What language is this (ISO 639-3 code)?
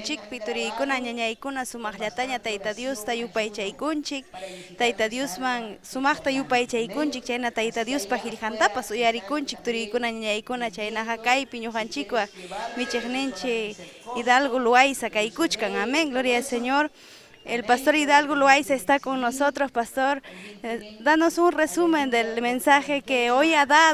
quy